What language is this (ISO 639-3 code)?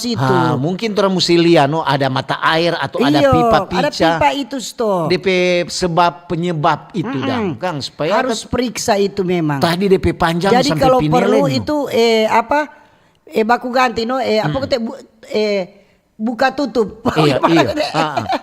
xmm